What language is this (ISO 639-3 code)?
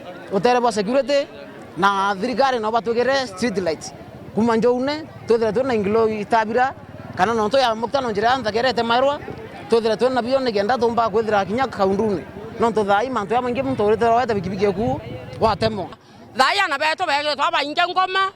mer